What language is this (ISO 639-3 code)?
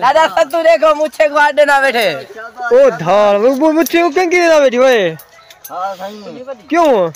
skr